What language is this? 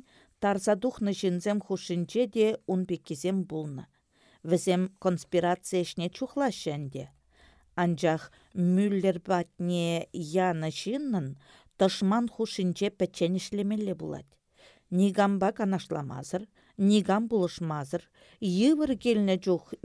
Chuvash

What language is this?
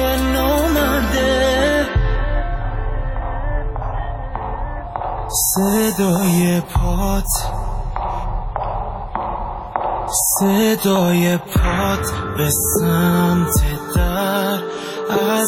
Persian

